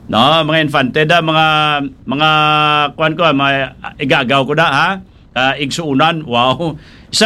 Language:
Hiligaynon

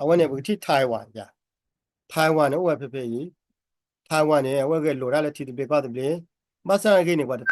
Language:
S'gaw Karen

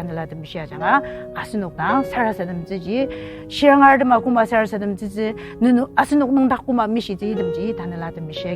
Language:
Ao Naga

